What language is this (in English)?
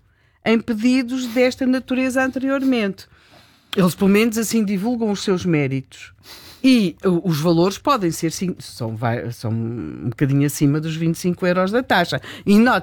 Portuguese